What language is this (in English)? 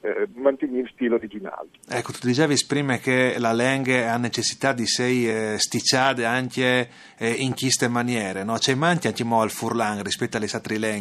Friulian